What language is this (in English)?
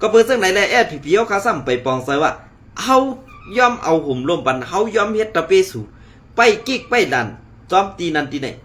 Shan